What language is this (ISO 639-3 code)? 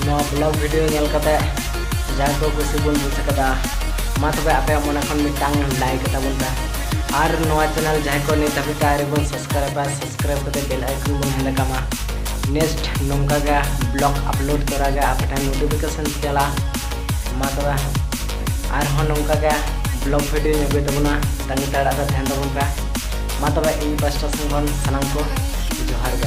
sat